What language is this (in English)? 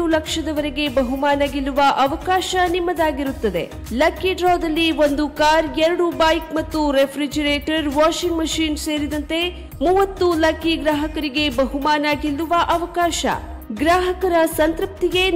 Kannada